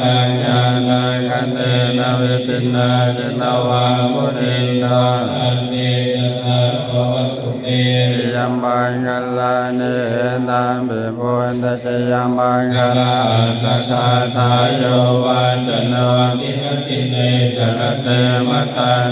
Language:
Pali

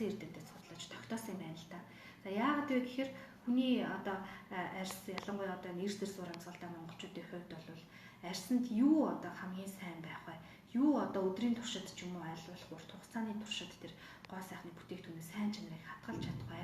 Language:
Mongolian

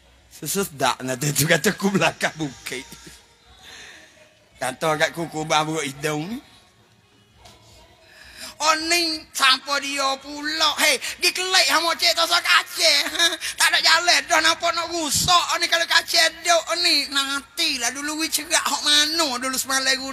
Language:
Pattani Malay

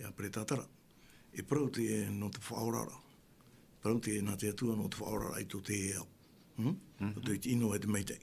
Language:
Tahitian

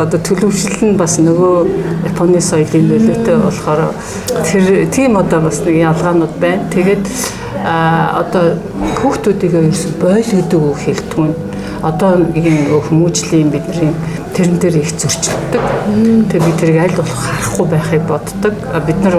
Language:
Mongolian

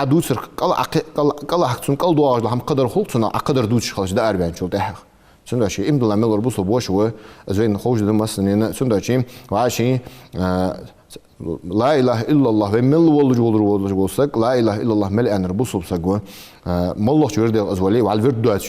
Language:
Ingush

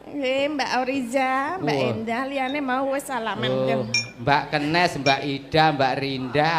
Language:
Javanese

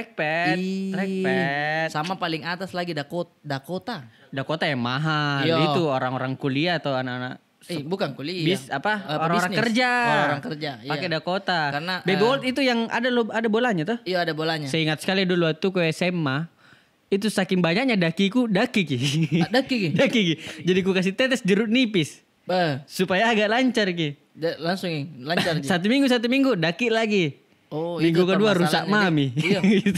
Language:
Makassar Malay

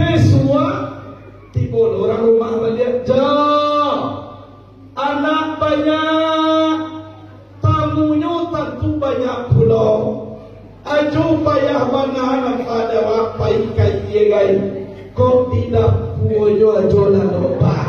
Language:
Minangkabau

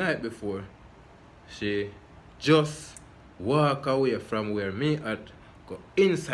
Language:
Jamaican Creole English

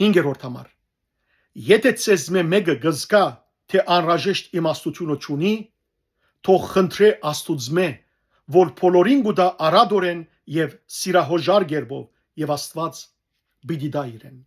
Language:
Western Armenian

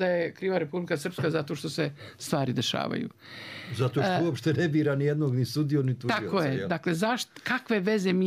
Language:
Bosnian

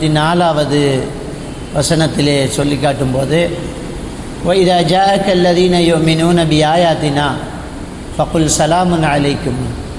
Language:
Tamil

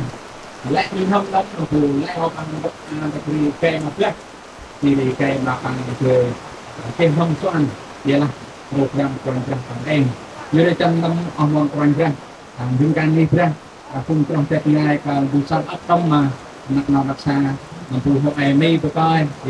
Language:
Central Mnong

